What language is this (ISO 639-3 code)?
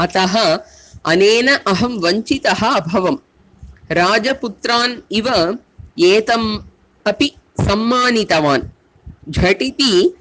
san